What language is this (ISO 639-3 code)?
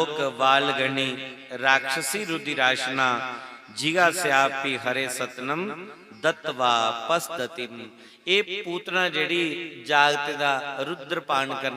doi